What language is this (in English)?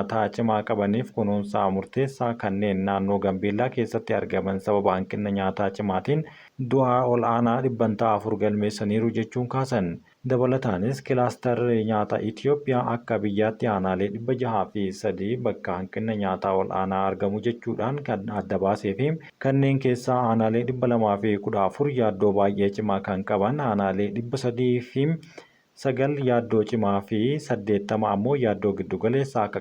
Oromo